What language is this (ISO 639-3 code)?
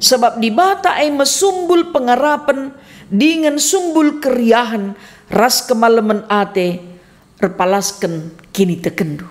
btx